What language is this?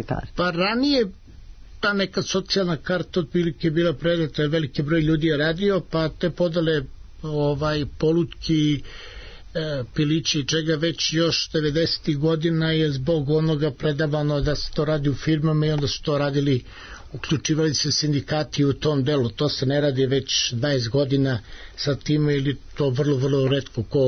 Serbian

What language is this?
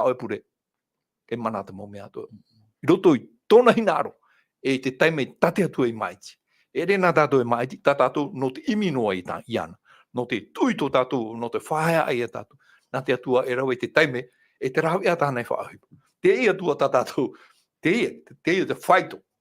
Tahitian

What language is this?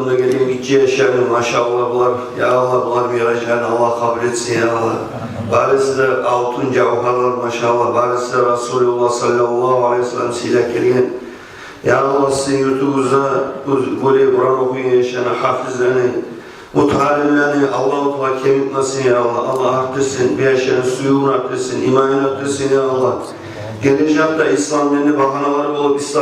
Kumyk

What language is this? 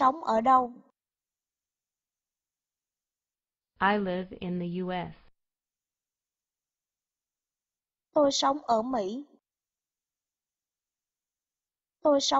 Vietnamese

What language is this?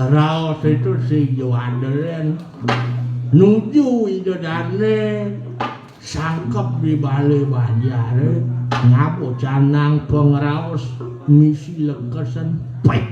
Balinese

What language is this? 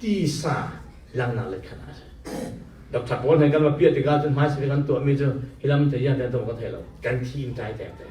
Falam Chin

